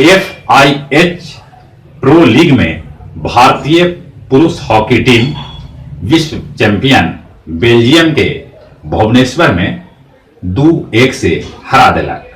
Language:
Magahi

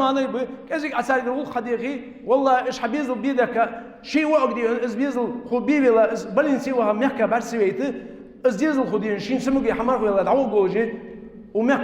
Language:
Ingush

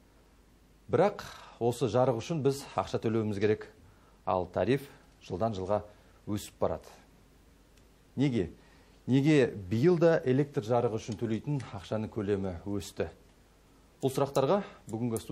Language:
Kazakh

